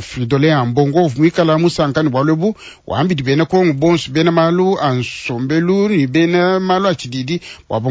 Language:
Luba-Lulua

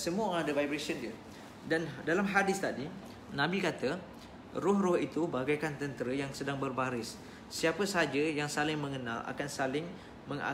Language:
Malay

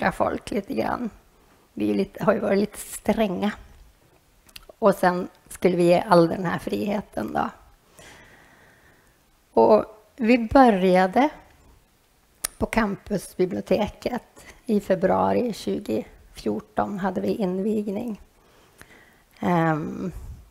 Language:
Swedish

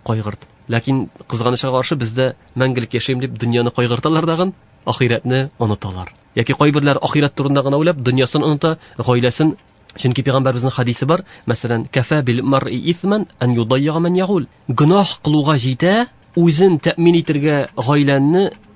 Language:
Tatar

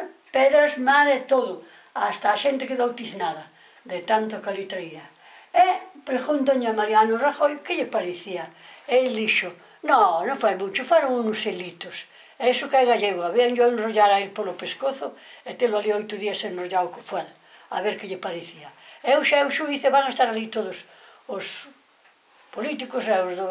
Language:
Galician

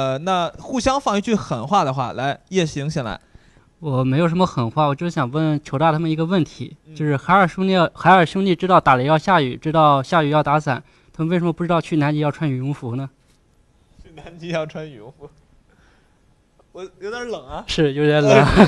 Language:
Chinese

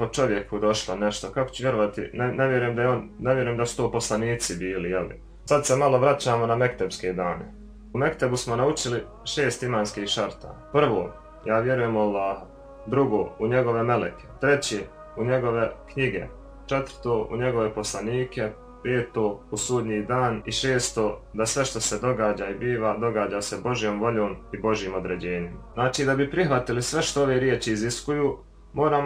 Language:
Bosnian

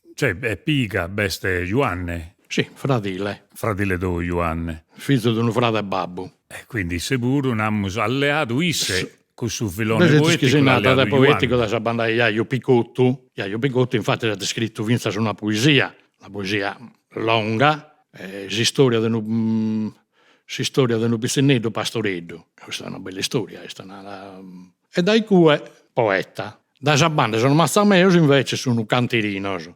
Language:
Sardinian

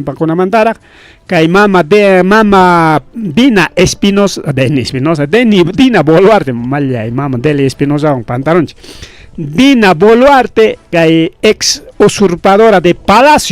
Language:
Ayacucho Quechua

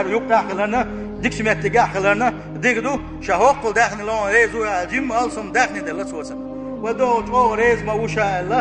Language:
Chechen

